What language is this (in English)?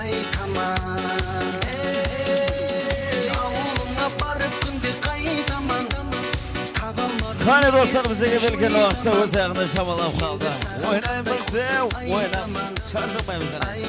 Kara-Kalpak